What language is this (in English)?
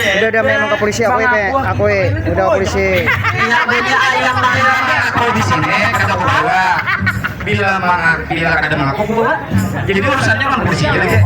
Banjar